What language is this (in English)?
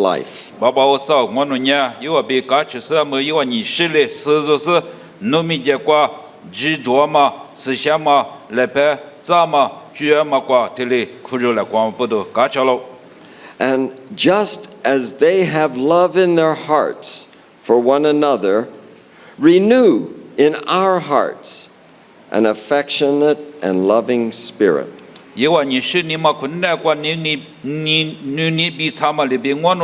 Lisu